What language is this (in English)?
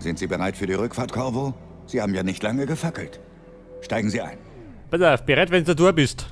Bavarian